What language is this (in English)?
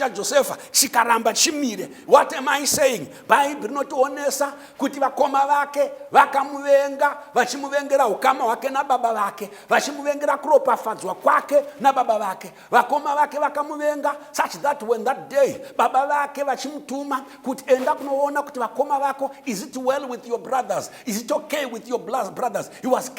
Shona